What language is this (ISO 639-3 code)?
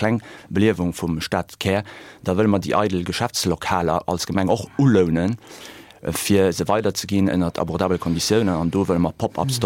ltz